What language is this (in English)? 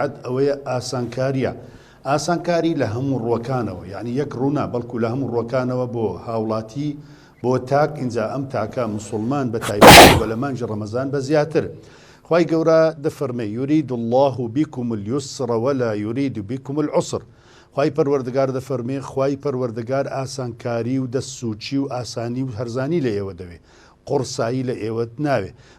Central Kurdish